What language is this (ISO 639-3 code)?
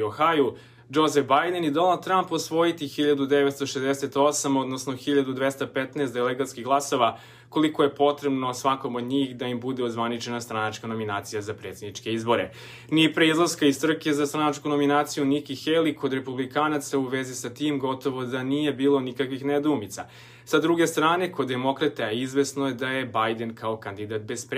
srp